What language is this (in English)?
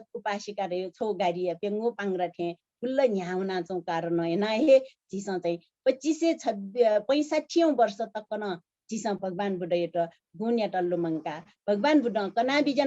Newari